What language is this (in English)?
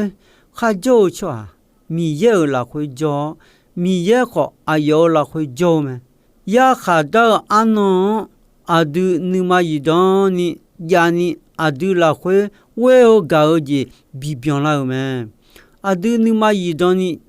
Akha